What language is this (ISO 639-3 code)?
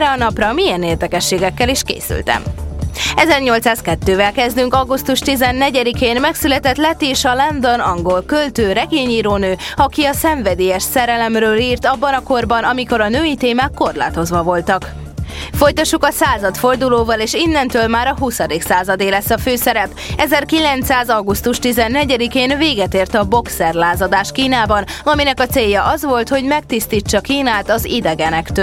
hun